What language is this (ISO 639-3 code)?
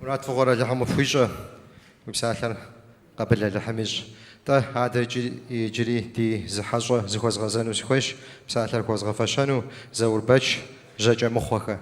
kbd